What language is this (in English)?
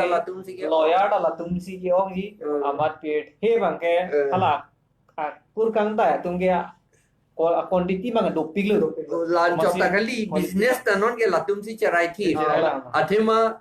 Karbi